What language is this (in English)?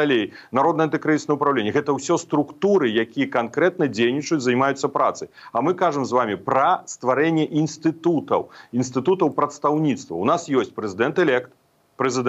Belarusian